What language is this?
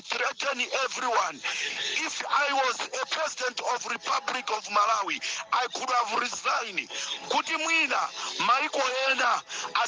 Nyanja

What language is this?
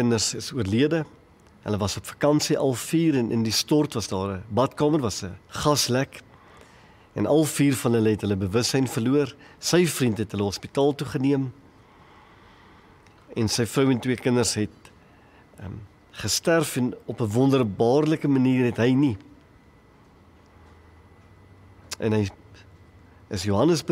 Afrikaans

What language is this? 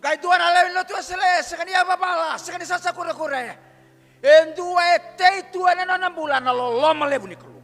Fijian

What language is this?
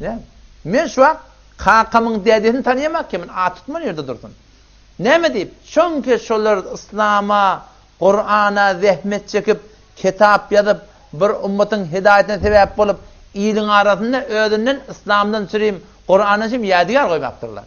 Turkmen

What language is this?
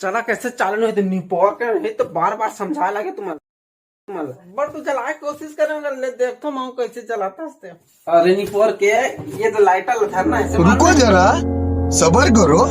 Chhattisgarhi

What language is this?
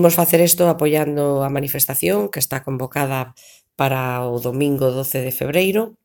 Galician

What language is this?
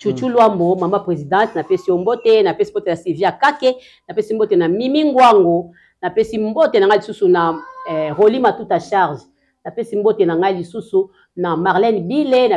Lingala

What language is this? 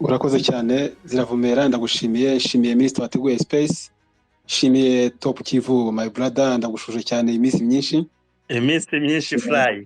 Kinyarwanda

